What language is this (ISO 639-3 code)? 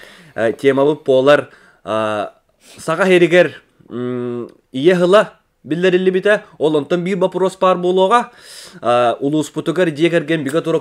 sah